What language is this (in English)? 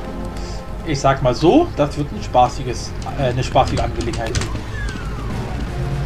German